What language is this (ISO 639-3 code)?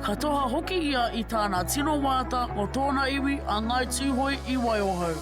mri